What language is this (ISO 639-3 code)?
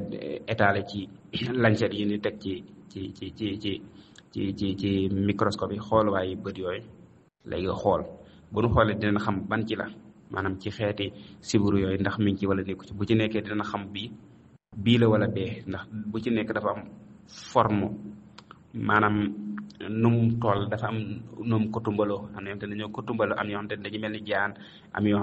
wol